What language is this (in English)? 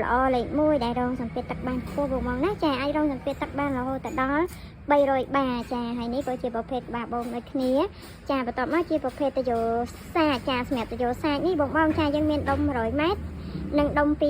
Khmer